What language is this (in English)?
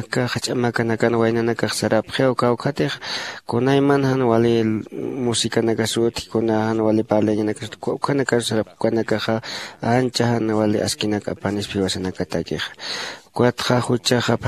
Aymara